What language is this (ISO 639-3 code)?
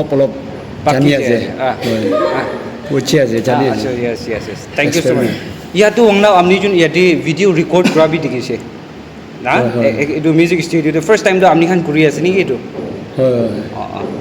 nag